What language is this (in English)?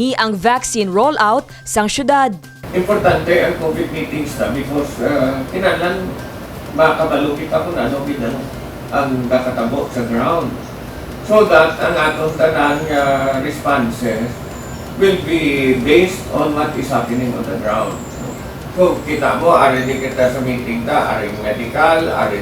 Hiligaynon